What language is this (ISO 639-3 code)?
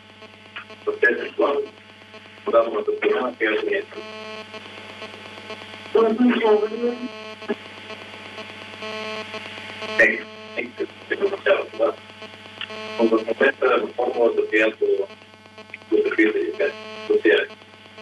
bul